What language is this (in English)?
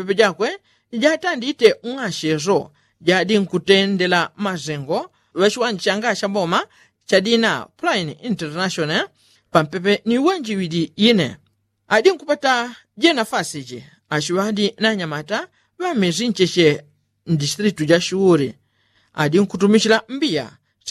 Yao